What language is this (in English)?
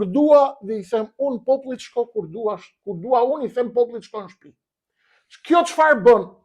Albanian